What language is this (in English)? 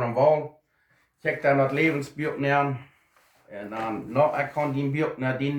Plautdietsch